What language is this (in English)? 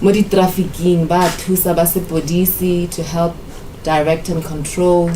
Tswana